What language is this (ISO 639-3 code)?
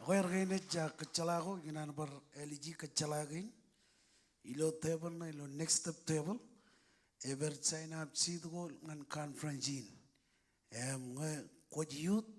mah